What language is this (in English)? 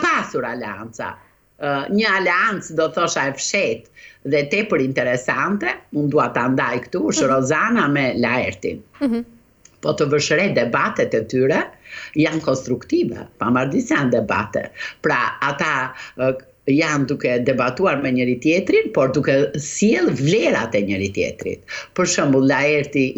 Albanian